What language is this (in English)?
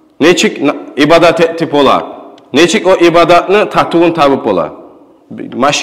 Kumyk